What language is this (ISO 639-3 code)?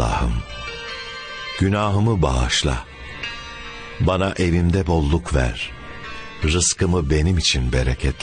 tur